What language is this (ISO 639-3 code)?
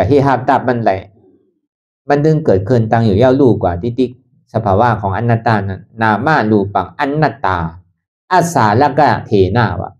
shn